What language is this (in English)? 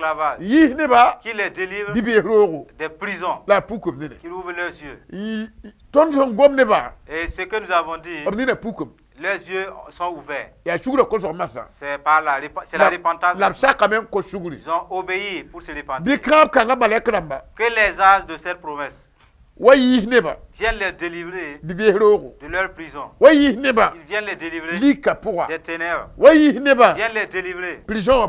Mossi